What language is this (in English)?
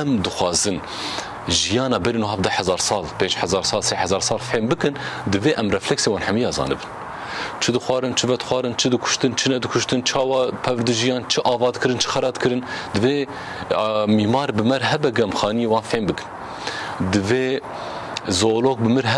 Kurdish